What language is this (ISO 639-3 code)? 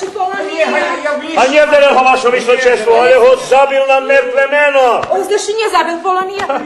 rue